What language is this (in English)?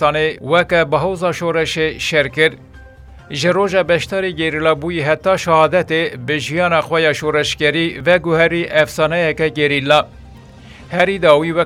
Kurdish